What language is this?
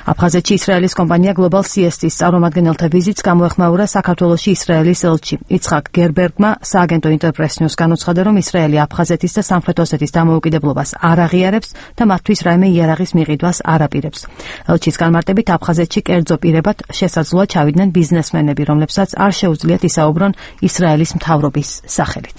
Georgian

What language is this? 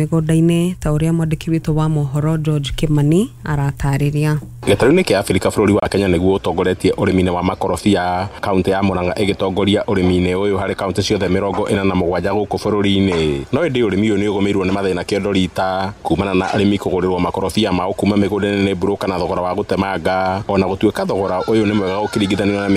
Kikuyu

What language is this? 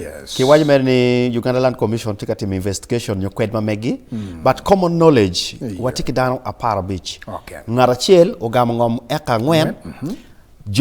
Acoli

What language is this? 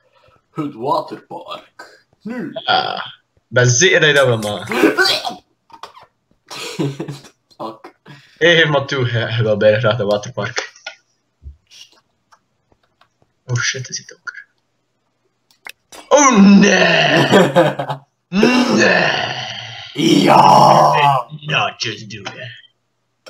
Dutch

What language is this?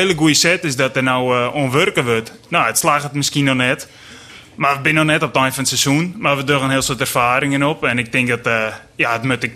Western Frisian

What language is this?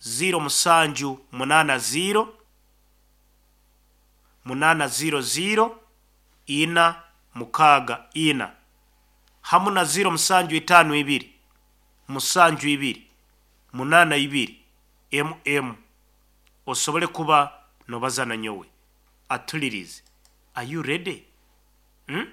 Nyoro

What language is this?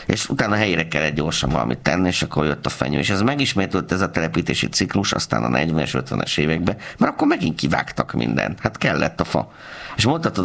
Hungarian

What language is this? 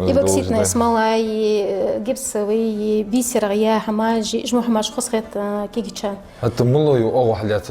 Ingush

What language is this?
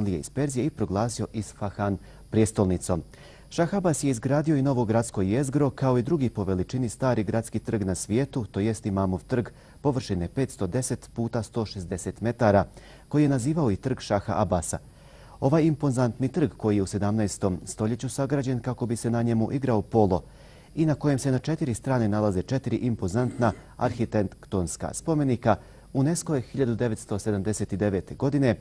Bosnian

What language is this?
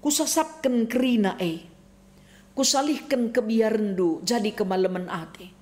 Batak Karo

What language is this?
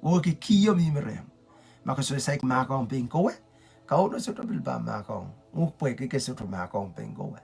Pohnpeian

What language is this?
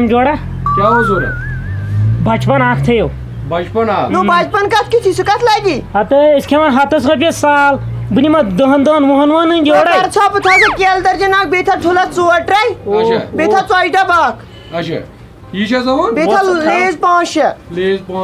Kashmiri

